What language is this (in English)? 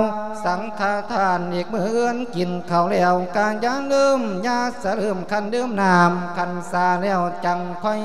Lao